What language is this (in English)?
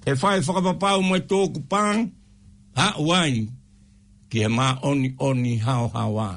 Tongan